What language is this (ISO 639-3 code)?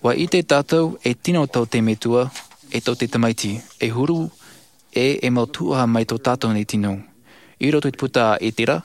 tah